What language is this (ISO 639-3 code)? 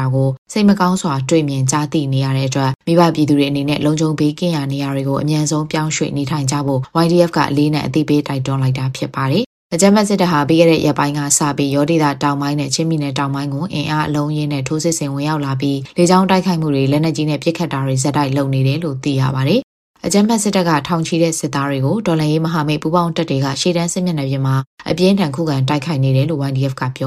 mya